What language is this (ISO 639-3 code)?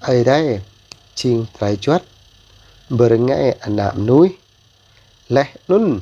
jra